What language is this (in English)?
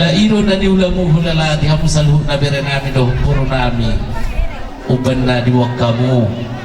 Batak Toba